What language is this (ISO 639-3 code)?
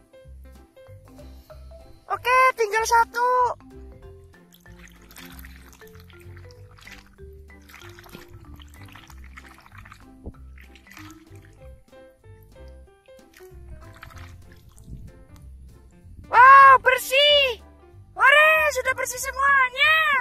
ind